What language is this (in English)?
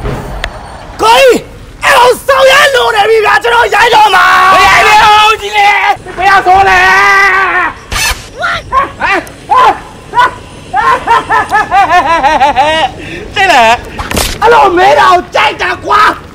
Burmese